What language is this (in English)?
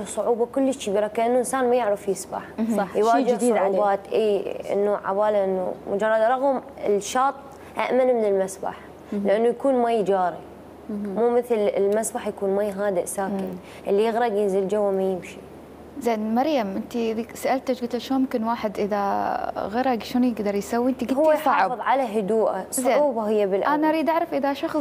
Mesopotamian Arabic